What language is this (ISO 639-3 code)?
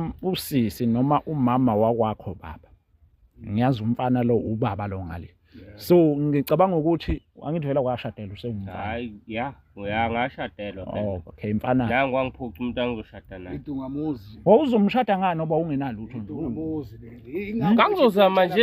zul